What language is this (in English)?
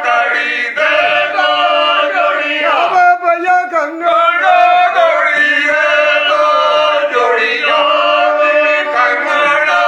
Dogri